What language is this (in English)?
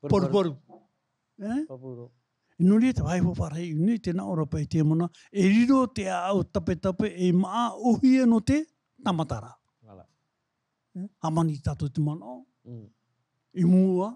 Tahitian